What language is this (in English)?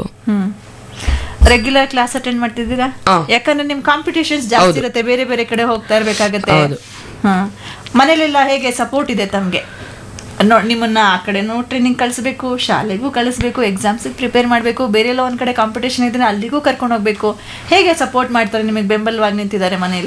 Kannada